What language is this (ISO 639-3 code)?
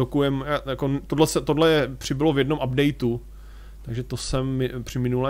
ces